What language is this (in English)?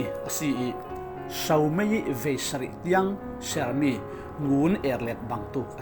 Falam Chin